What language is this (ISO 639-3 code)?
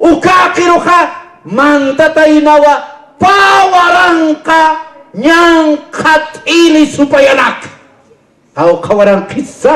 aym